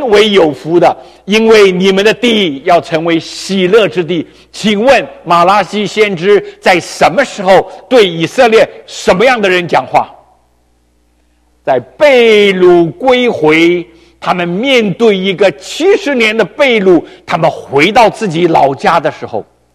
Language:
Chinese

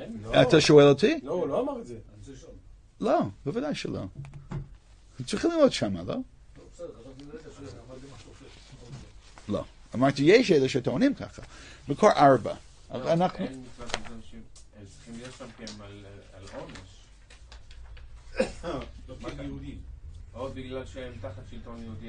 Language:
Hebrew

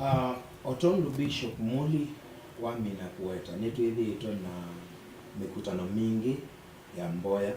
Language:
Kamba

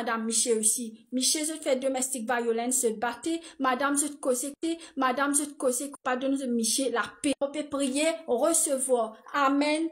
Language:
Morisyen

